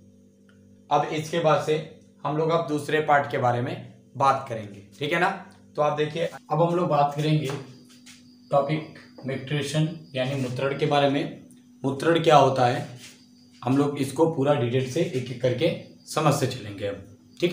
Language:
Hindi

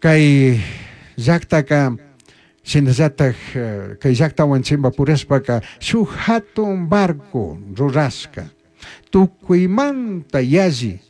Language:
Chimborazo Highland Quichua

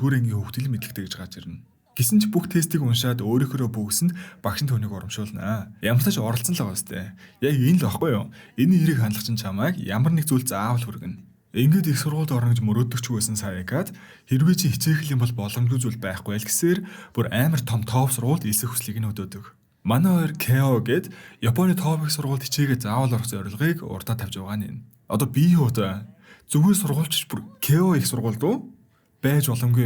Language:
Mongolian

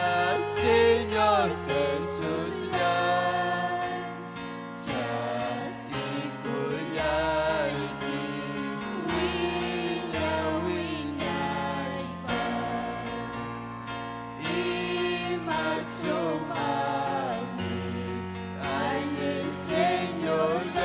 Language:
Ayacucho Quechua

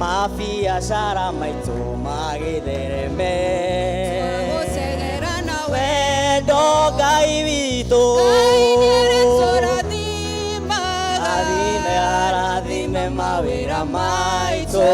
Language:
Kikuyu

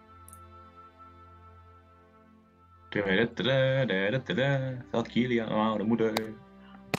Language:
Dutch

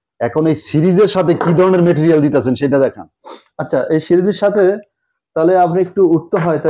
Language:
Bangla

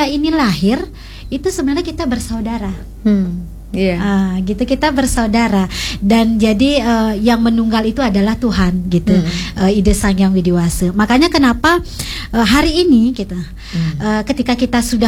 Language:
Indonesian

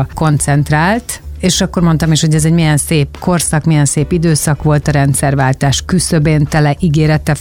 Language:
Hungarian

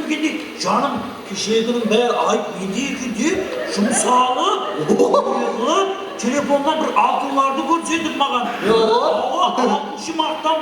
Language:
Kara-Kalpak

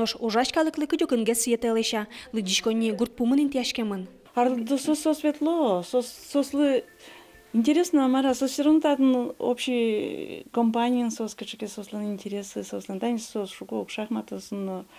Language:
Udmurt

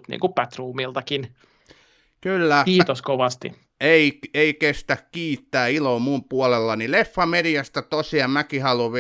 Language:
Finnish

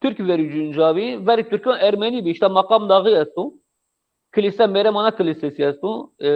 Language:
Zaza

